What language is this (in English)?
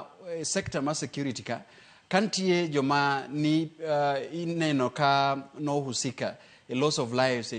Luo (Kenya and Tanzania)